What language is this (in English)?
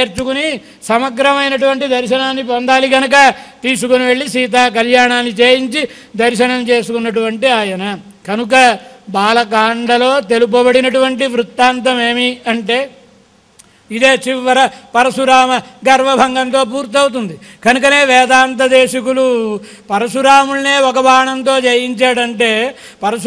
Telugu